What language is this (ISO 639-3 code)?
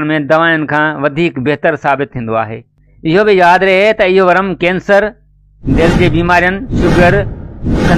snd